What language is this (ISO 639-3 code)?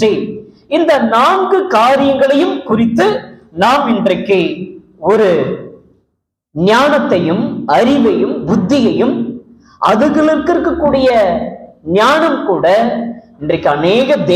tam